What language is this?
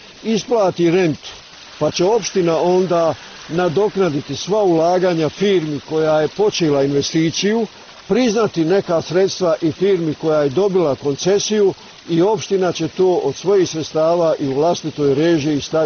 Bosnian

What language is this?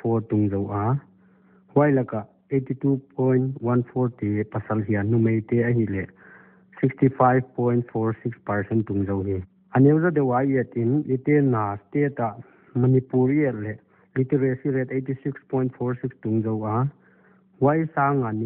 Paite Chin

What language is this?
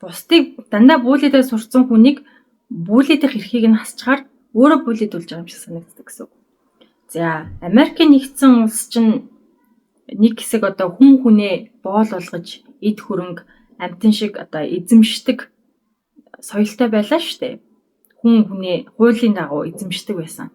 Mongolian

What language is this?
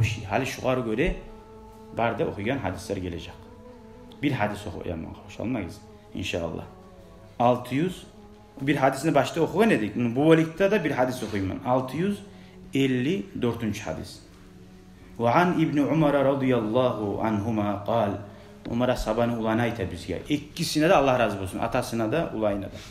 Kumyk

